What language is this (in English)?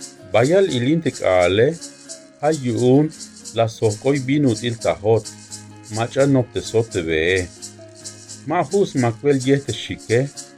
Tzeltal